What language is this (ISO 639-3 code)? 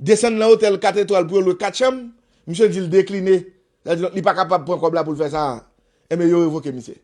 hat